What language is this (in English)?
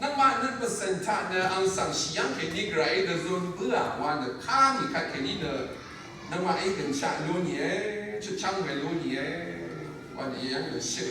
Rawang